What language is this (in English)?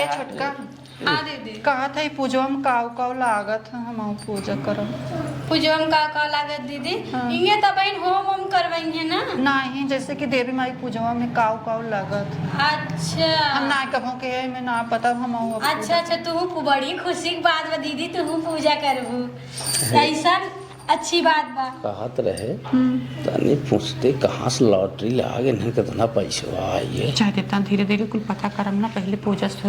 Awadhi